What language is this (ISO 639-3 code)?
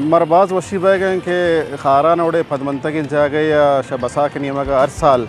bal